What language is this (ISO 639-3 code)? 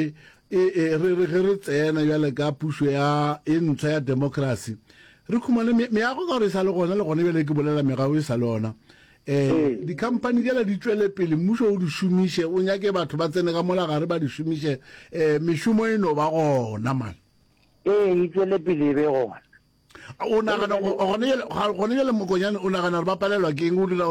nso